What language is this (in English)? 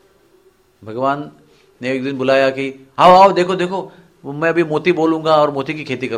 Hindi